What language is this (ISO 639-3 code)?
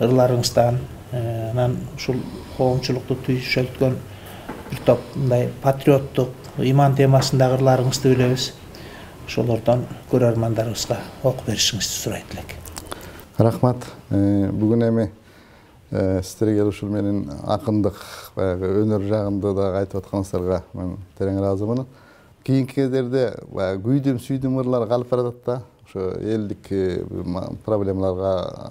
kir